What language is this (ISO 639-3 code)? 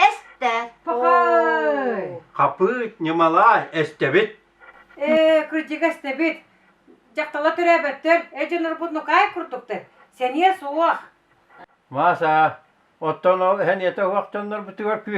sah